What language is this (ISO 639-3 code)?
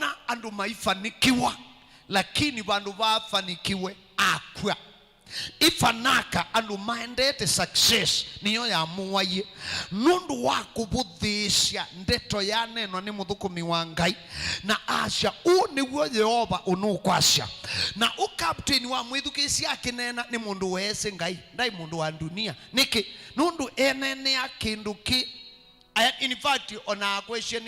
kam